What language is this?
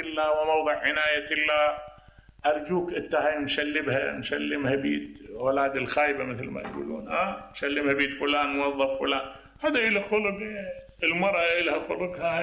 Mesopotamian Arabic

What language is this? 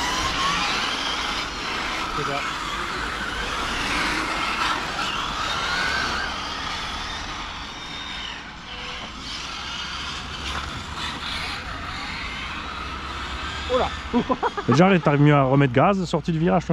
French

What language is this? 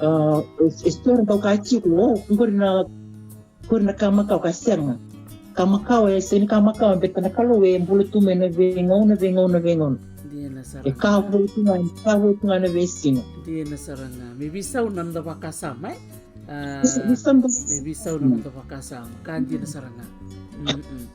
Fijian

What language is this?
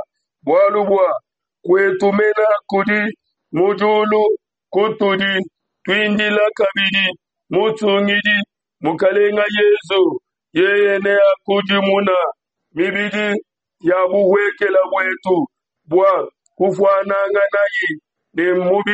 Luba-Lulua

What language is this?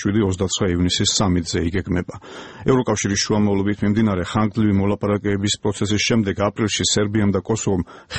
Georgian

